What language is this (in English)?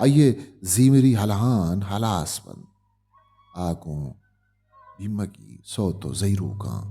Baluchi